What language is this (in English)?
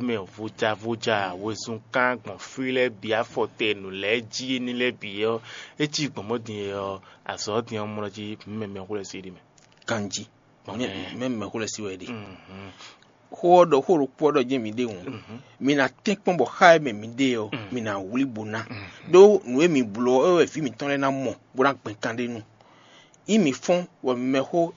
Fon